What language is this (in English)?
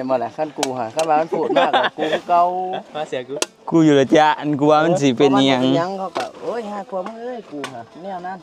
Northeastern Thai